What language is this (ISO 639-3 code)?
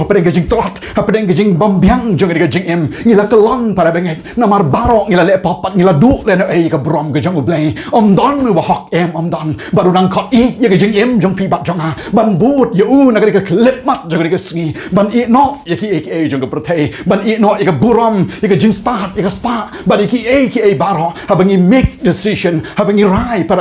kha